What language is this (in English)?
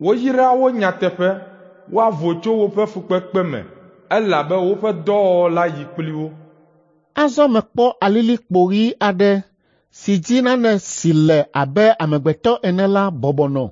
Ewe